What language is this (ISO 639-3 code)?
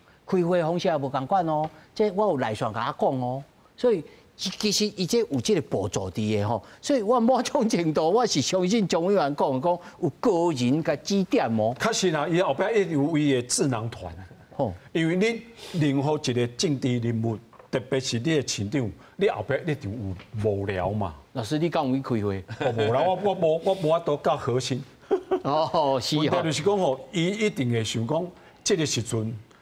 nan